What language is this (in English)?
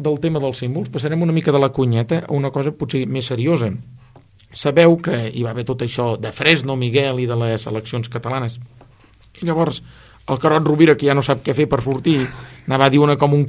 Catalan